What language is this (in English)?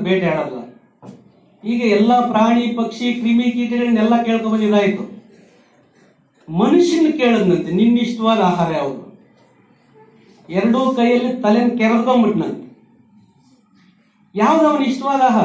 Kannada